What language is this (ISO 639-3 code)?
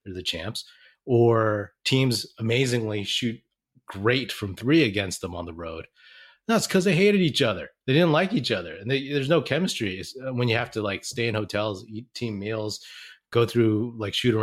eng